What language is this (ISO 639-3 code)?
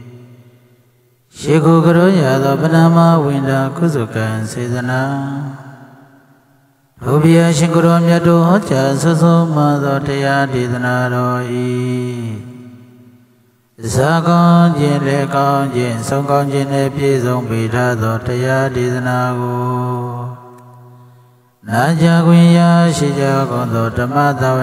mya